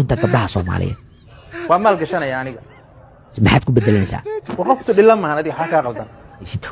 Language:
Somali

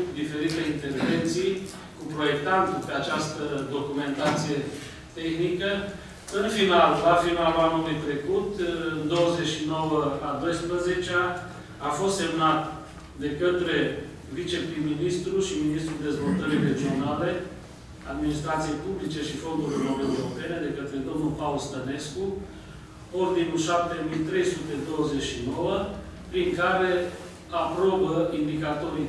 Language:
Romanian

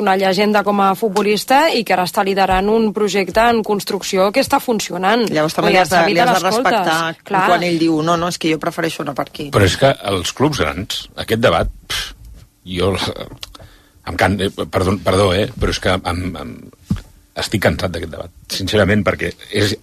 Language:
Catalan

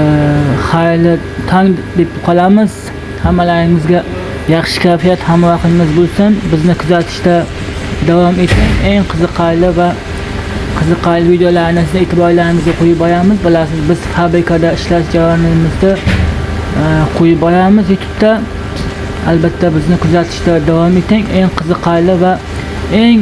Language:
Uzbek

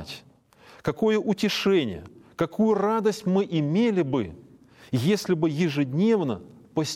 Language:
Russian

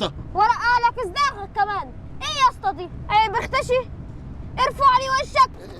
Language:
Egyptian Arabic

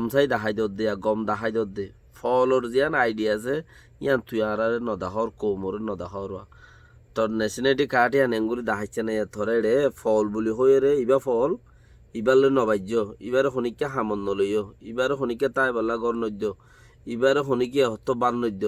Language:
Rohingya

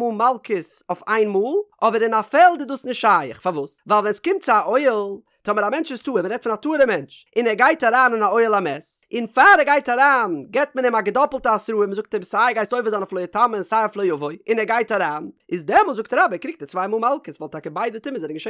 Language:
Yiddish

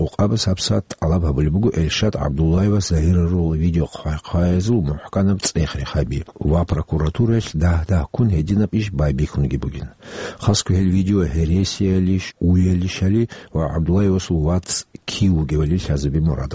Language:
Avaric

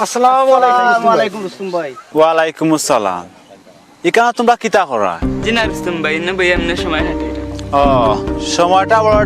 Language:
Sylheti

